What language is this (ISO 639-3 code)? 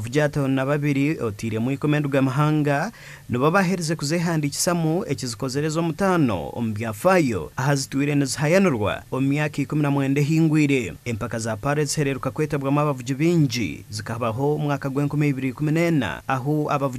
nyn